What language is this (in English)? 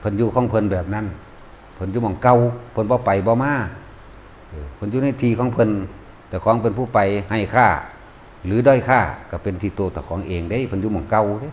Lao